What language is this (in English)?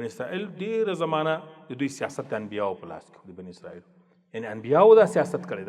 Pashto